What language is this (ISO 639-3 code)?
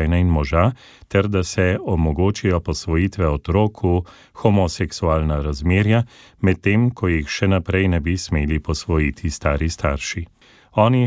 slv